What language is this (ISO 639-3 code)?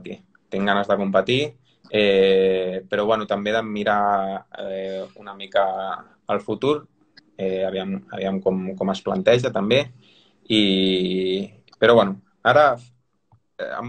cat